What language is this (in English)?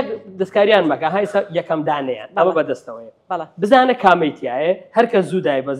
Central Kurdish